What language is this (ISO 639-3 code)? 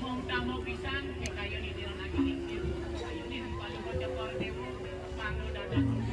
ban